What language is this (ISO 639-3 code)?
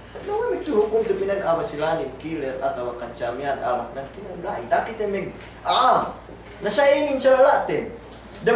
yka